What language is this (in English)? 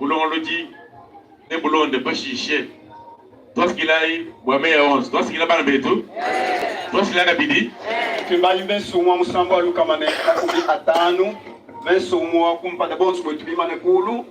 Luba-Lulua